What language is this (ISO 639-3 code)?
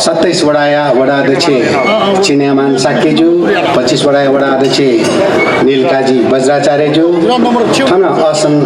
new